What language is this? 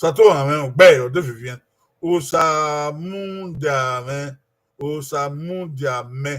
Bini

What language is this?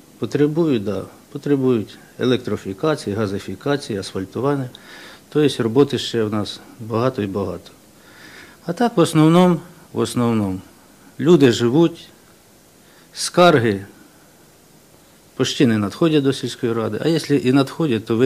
Ukrainian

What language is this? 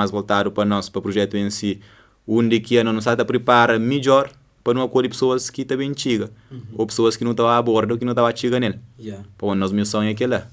Kabuverdianu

